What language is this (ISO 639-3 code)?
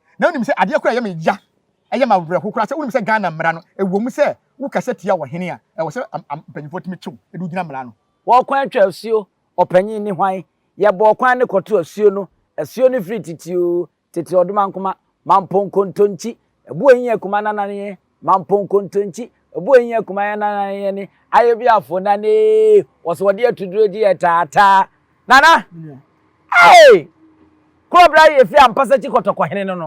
aka